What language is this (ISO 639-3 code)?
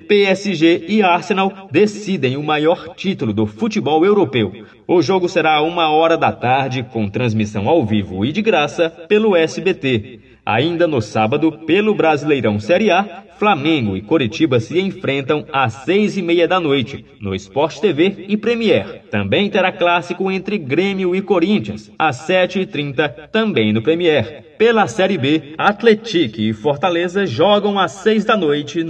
por